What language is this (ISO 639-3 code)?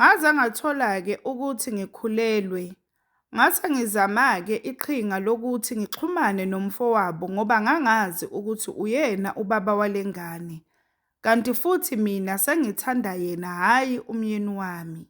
zul